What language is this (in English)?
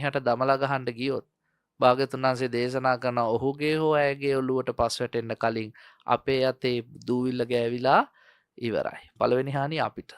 Sinhala